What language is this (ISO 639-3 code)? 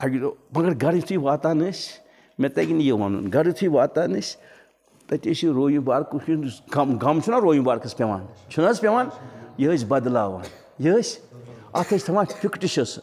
kas